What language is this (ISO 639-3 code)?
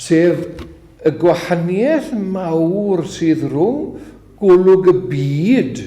cym